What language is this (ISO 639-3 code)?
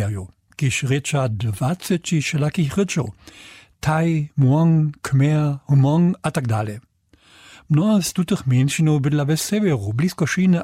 hsb